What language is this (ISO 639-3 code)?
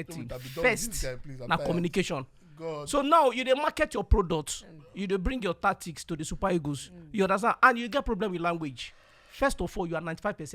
pcm